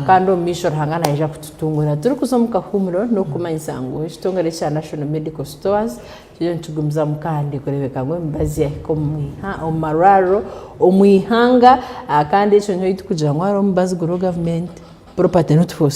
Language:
Nyankole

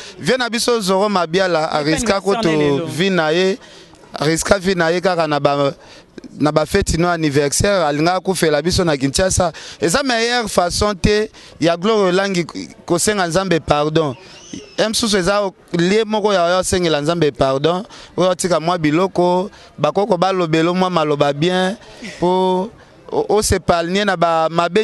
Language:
Lingala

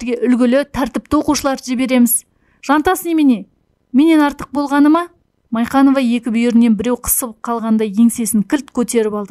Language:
Kazakh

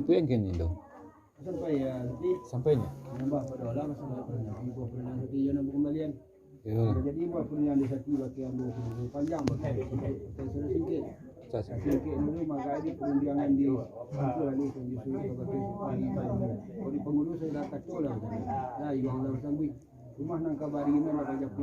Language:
Minangkabau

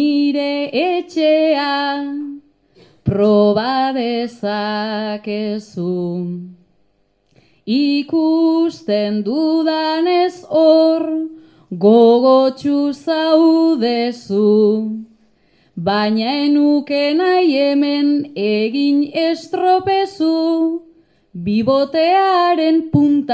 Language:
Basque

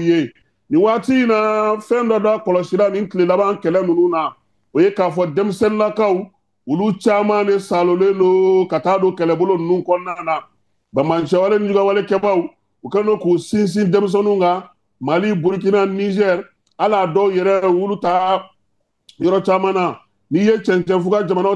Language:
Bambara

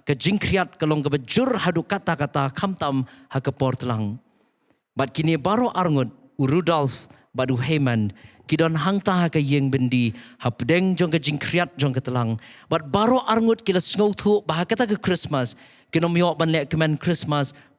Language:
Khasi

